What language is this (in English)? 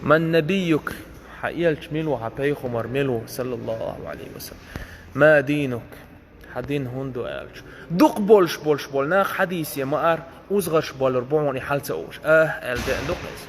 Chechen